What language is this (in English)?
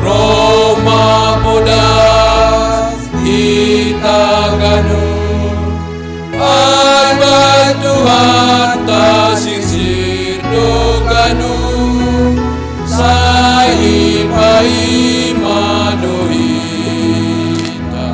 Batak Simalungun